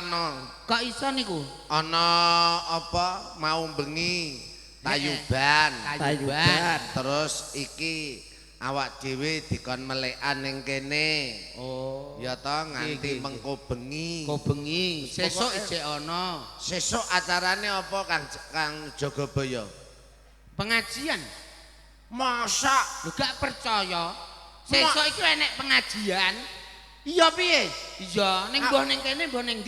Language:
Javanese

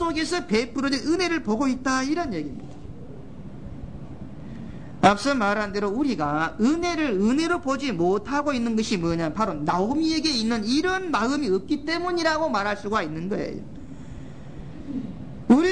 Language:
Korean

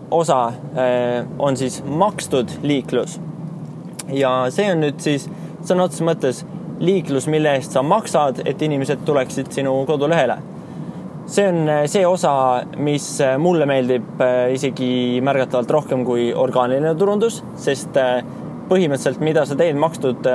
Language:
Estonian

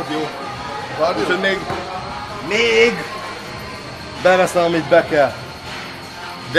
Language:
Hungarian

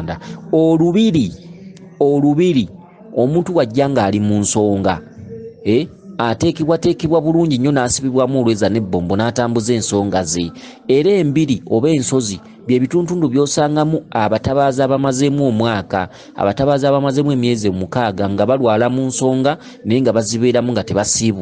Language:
Ganda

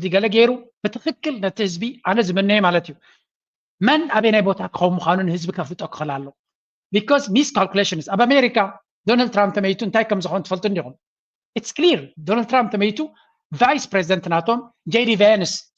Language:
Tigrinya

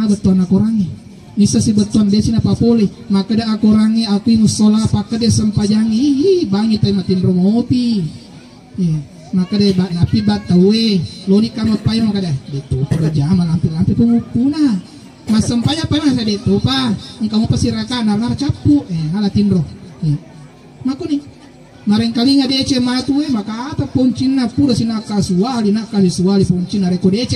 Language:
Buginese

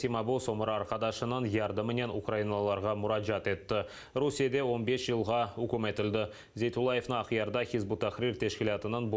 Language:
Crimean Tatar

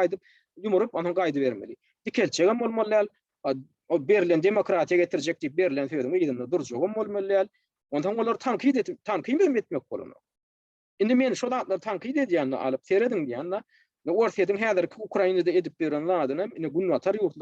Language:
Turkmen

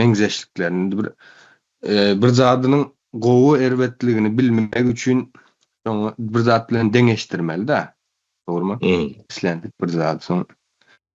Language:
Turkmen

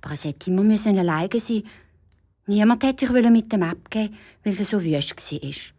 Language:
Swiss German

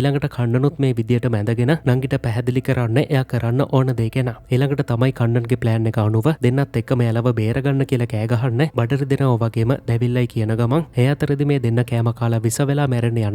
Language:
Sinhala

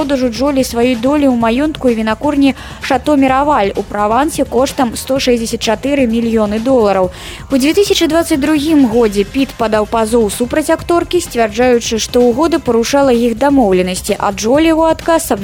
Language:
Belarusian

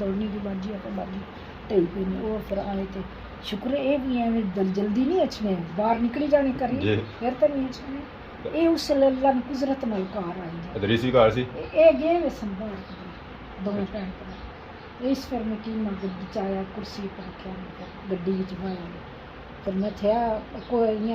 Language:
Pahari-Potwari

